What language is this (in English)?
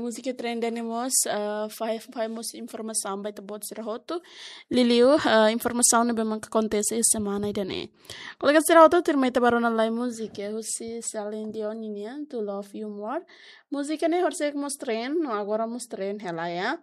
Tetum